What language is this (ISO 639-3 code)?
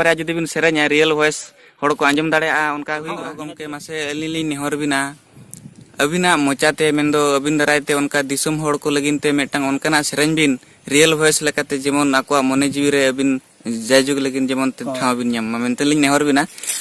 sat